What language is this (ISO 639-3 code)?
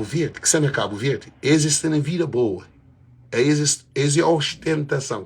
kea